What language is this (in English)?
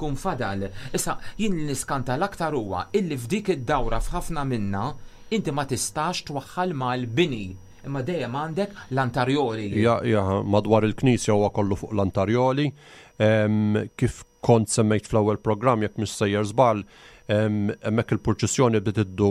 Maltese